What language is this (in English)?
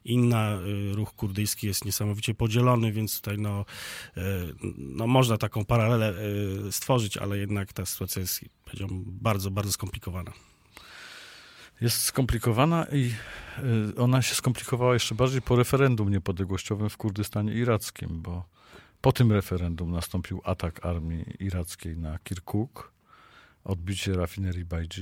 Polish